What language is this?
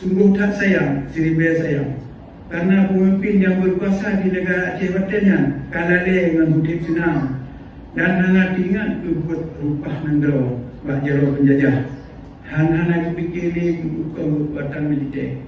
Achinese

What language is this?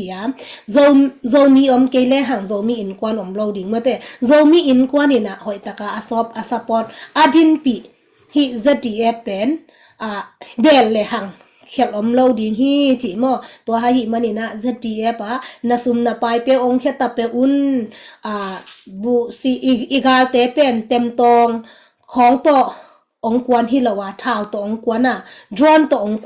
Tedim Chin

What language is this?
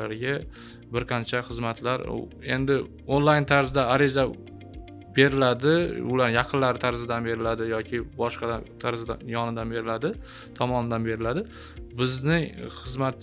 Uzbek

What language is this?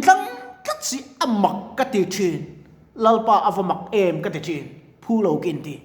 Mizo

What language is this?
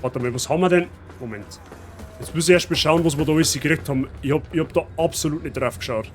Bavarian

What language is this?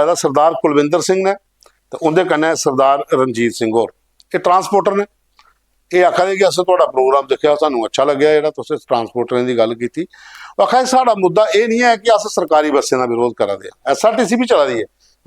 Dogri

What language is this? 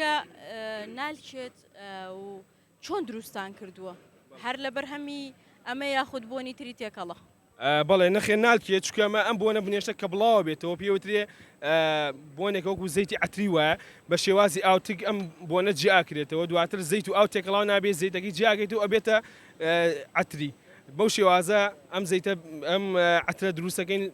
Central Kurdish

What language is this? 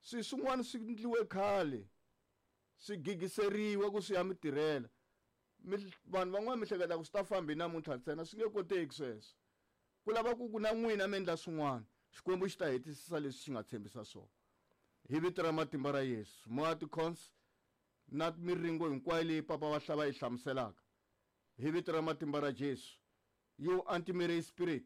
Tsonga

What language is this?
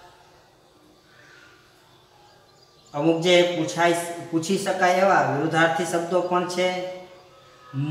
Gujarati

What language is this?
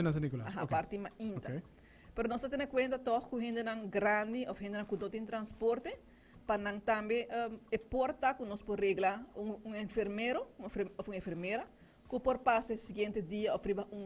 Papiamento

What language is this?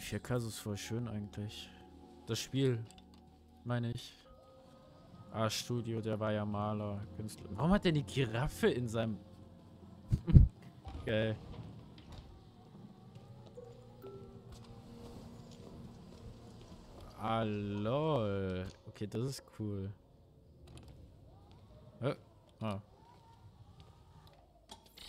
German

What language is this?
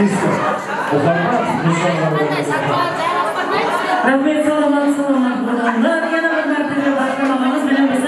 Kara-Kalpak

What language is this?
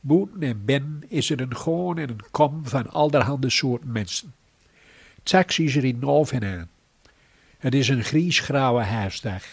Gronings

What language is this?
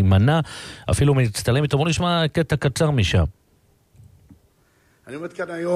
Hebrew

